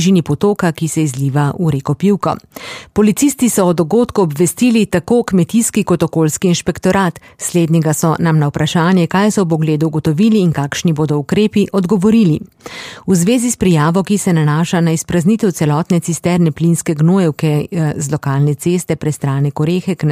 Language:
Slovenian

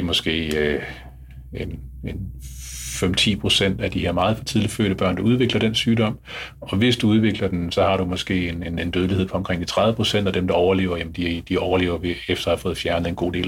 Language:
Danish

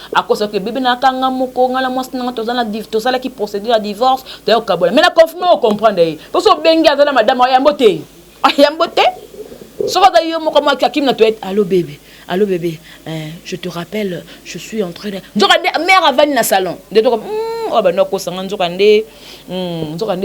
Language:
Lingala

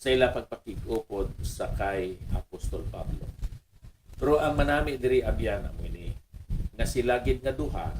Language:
Hiligaynon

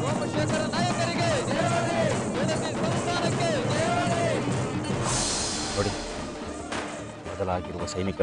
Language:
Kannada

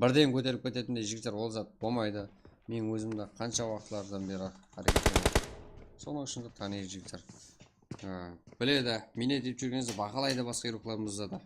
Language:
Kara-Kalpak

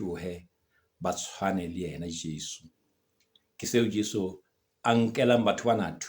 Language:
Southern Sotho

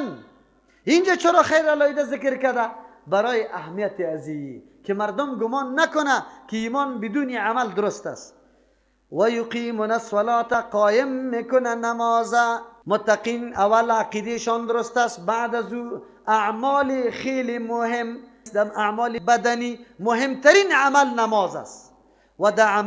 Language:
Persian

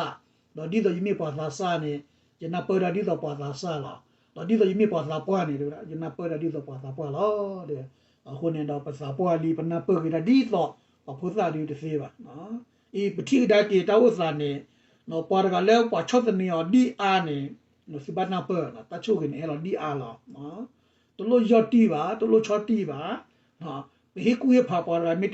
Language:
S'gaw Karen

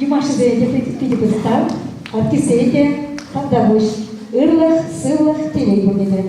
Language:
Chuvash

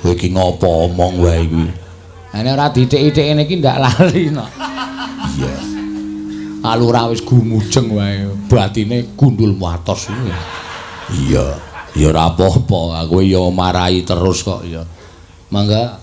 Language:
Javanese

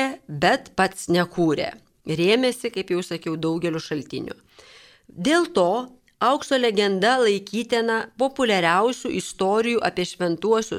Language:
Lithuanian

